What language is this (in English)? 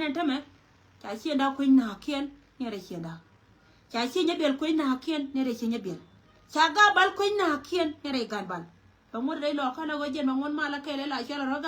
Nuer